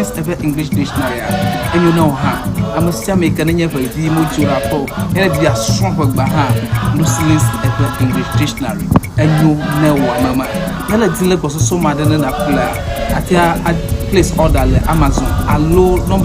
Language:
Ewe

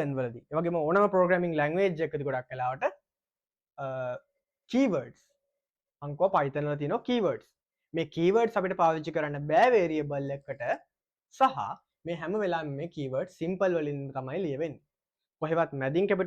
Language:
Sinhala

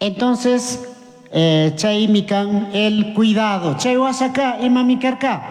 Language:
Chimborazo Highland Quichua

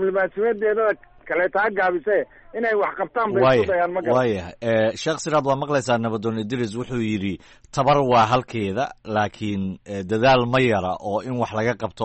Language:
Somali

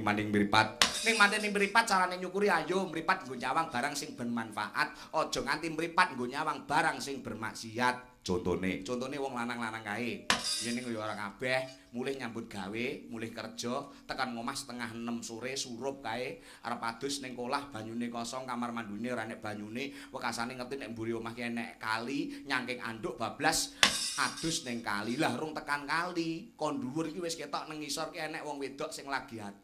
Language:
Javanese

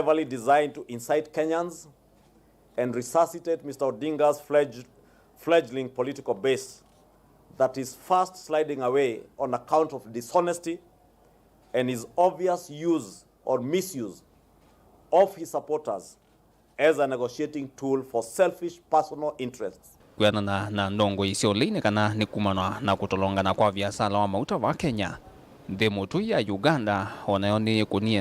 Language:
Kamba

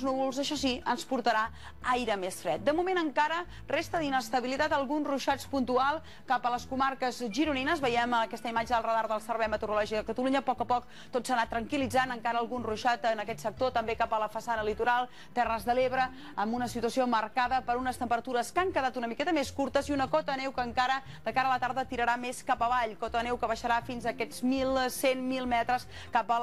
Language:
Catalan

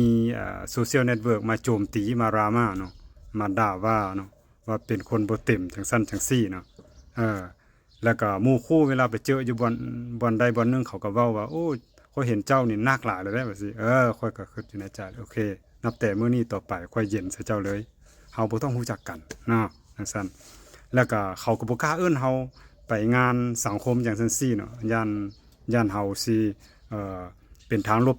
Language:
Lao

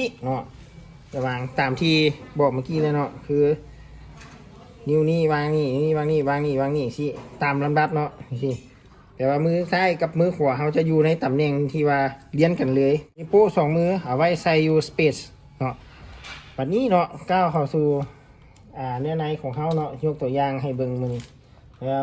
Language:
Lao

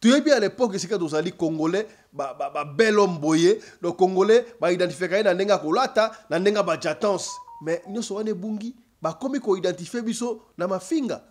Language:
Lingala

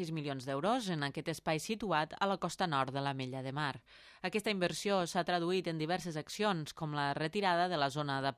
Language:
Catalan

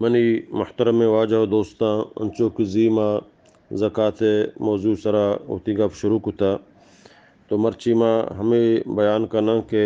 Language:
Baluchi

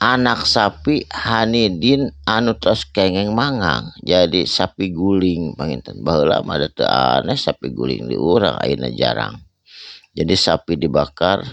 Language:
Sundanese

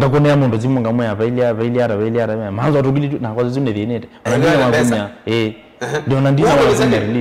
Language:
Kamba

